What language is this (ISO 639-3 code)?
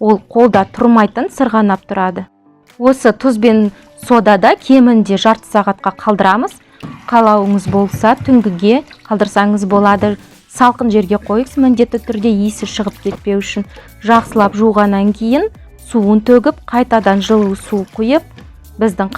kaz